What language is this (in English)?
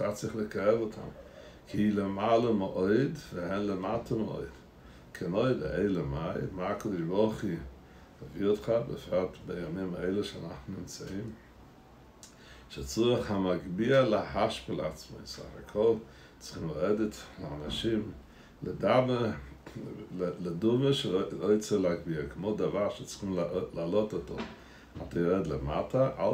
Hebrew